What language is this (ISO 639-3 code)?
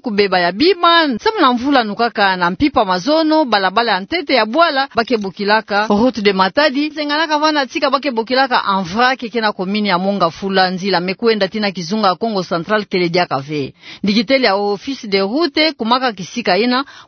ktu